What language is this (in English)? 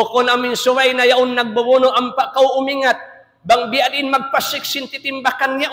Tausug